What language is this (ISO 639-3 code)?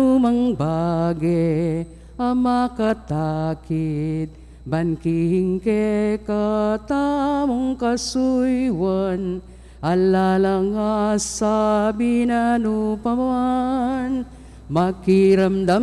pam